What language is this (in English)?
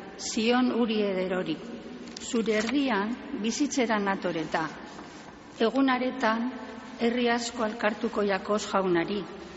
Basque